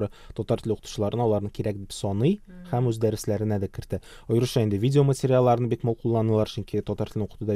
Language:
Tatar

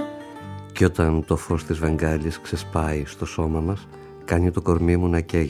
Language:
Greek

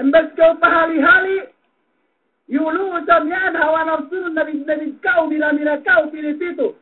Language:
Yakan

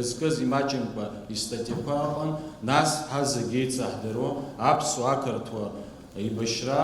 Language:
Abkhazian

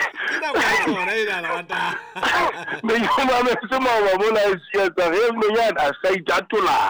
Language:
Southern Sotho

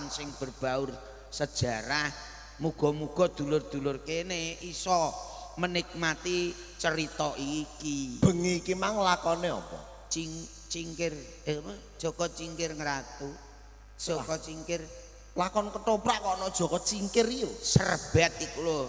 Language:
Javanese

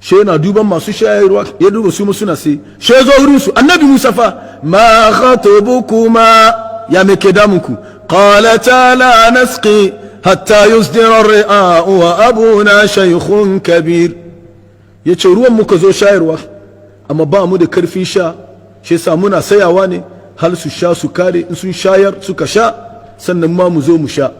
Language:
Hausa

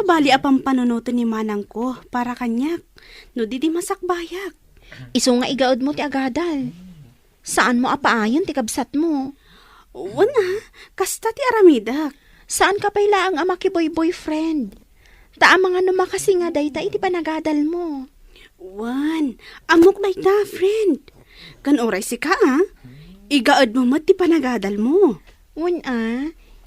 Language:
Iloko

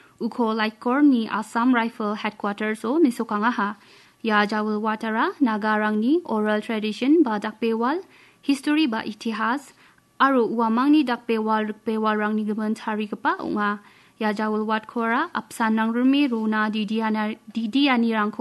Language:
Garo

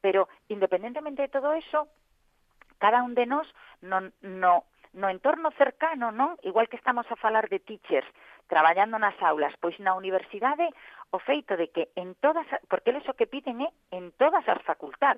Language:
Galician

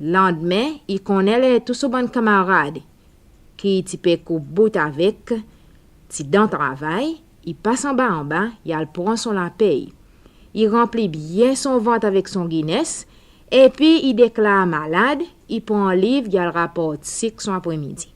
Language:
Seselwa Creole French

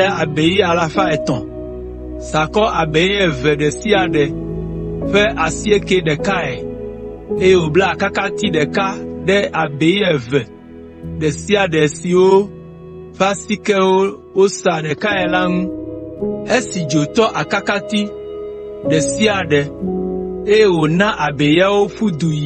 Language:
Ewe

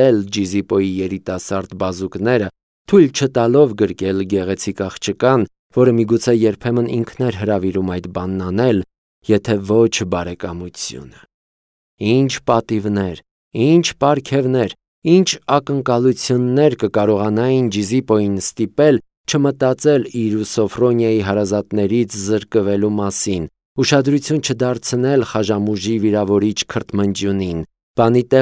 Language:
Armenian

